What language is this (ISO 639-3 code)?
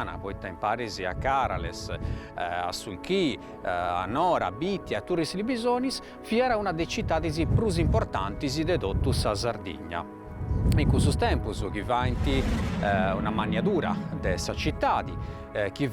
srd